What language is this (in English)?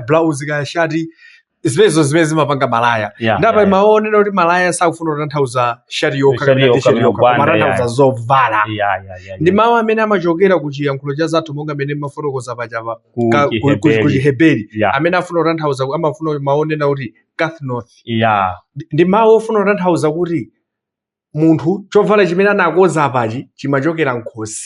Nyanja